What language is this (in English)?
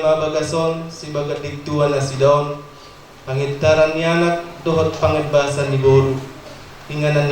Batak Toba